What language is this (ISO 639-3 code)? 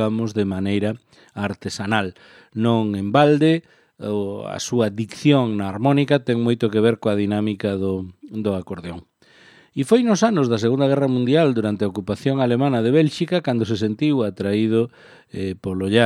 glg